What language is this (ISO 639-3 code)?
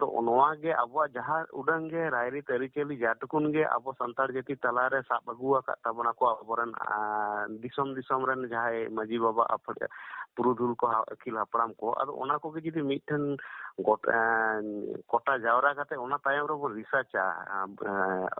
sat